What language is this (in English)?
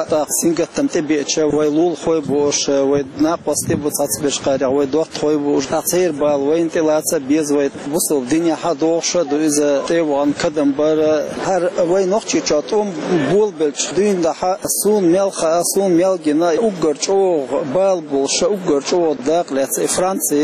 Chechen